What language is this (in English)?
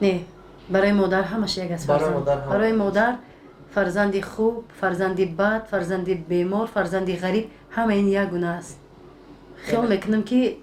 Tajik